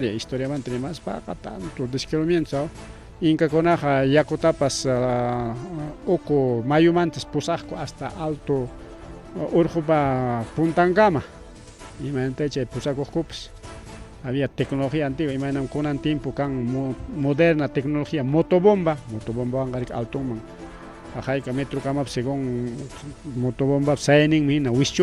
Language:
Ayacucho Quechua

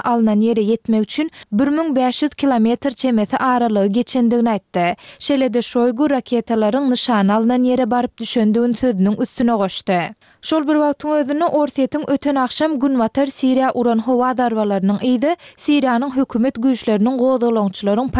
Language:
Turkmen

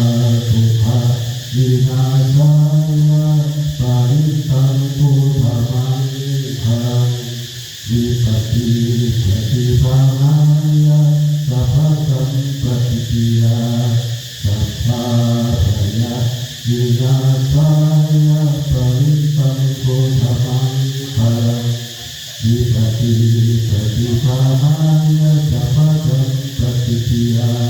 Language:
Pali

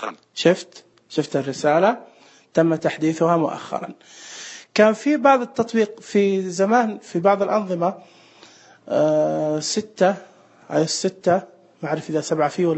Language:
Najdi Arabic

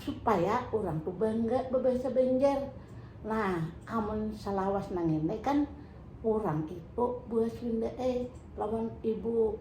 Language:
Banjar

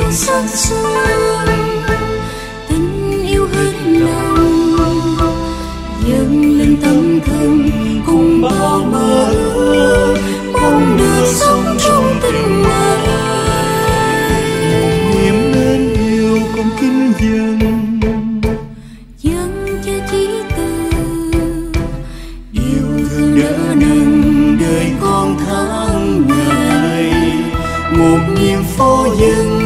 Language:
Vietnamese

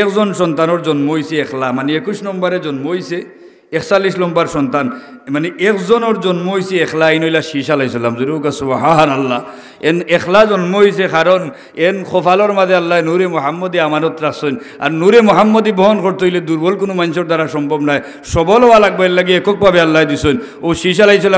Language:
Sylheti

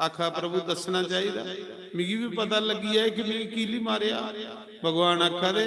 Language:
Dogri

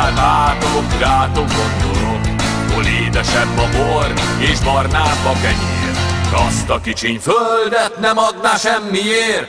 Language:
Hungarian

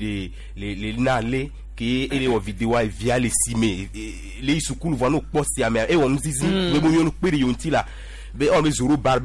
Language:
Gen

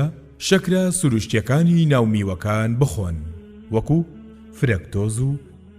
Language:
Central Kurdish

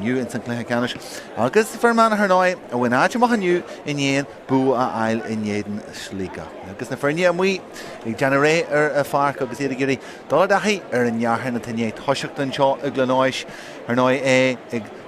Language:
Irish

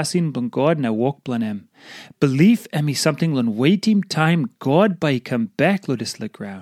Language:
Tok Pisin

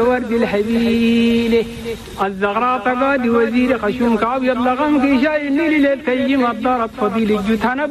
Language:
Chadian Arabic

